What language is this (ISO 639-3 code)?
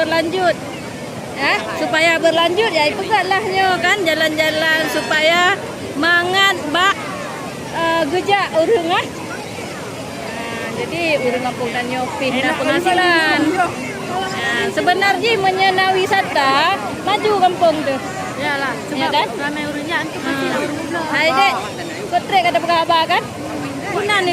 ace